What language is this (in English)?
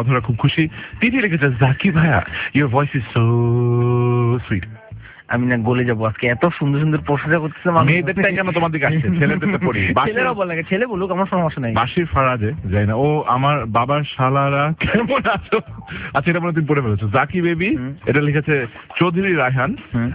Bangla